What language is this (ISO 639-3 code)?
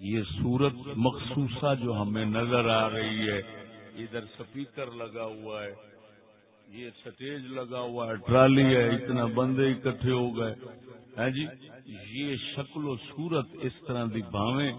skr